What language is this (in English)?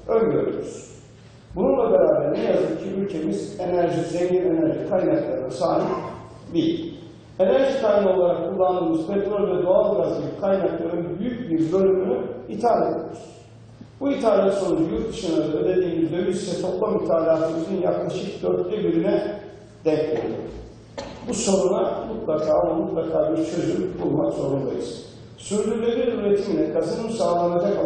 Turkish